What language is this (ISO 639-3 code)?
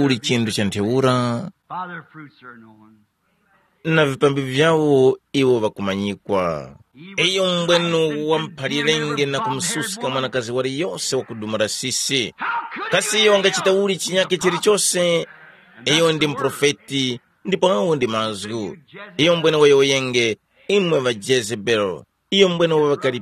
tum